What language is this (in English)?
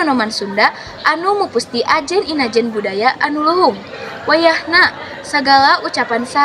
Sundanese